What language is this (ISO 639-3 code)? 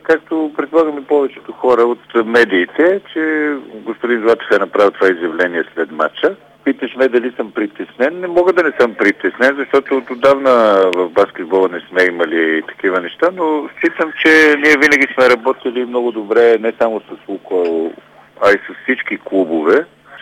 bul